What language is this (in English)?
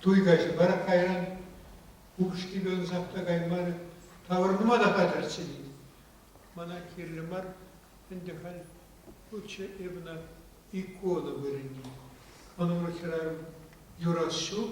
Chuvash